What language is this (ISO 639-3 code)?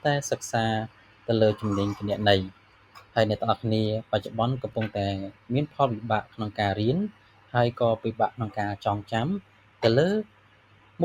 khm